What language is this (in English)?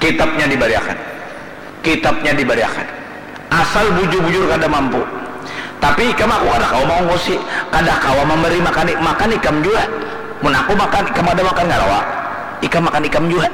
Banjar